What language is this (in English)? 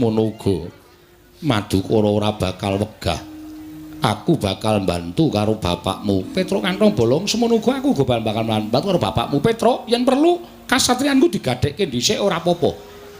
Javanese